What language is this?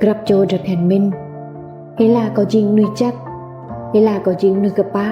Rade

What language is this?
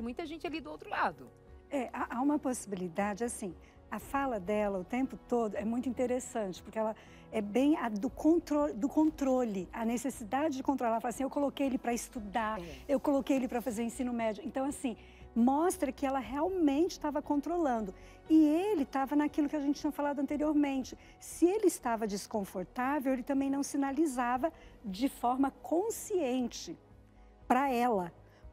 Portuguese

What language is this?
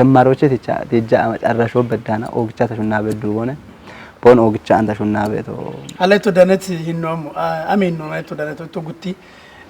Kafa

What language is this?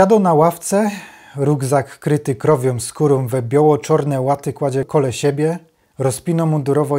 Silesian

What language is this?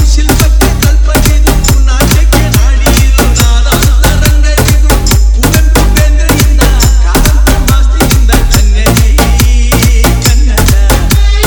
Kannada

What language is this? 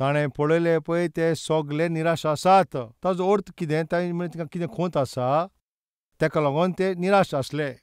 Konkani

